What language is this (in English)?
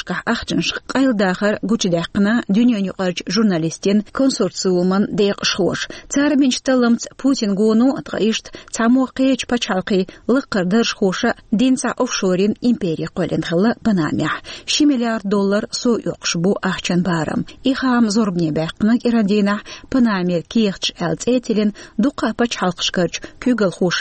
Chechen